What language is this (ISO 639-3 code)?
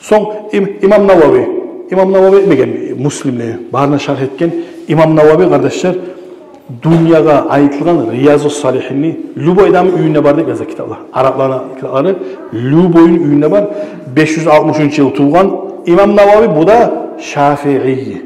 kum